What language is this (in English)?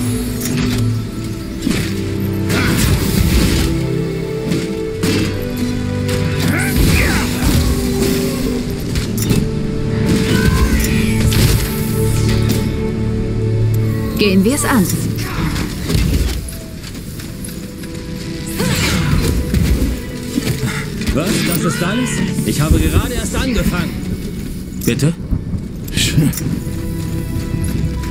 German